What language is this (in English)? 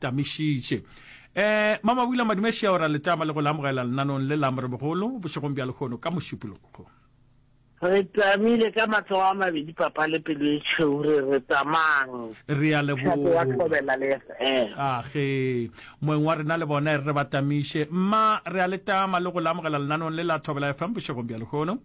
Northern Sotho